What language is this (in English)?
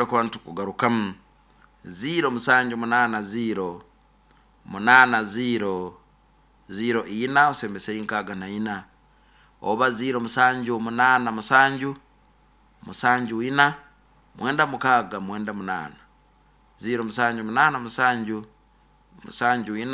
Nyoro